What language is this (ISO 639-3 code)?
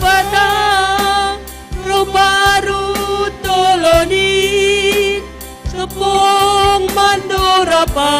bts